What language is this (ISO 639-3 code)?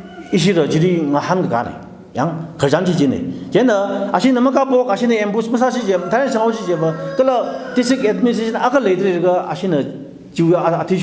nmf